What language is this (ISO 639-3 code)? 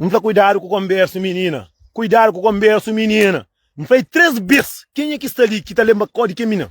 kea